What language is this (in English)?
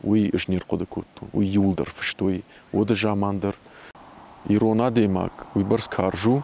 Ossetic